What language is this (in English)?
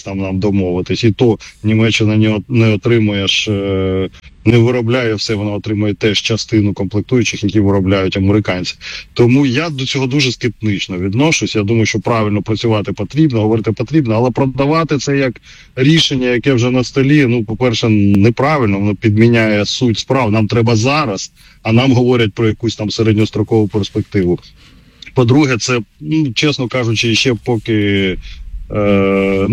Ukrainian